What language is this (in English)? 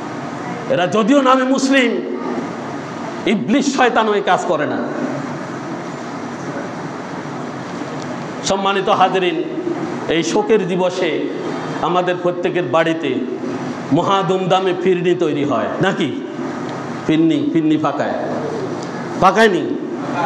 Bangla